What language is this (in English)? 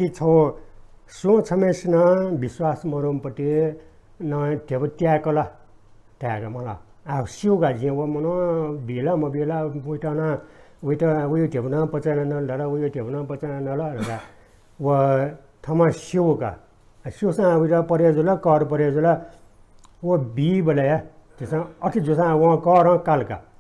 Newari